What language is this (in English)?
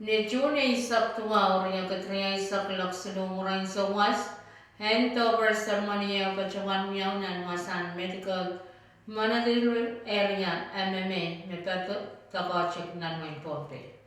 Pohnpeian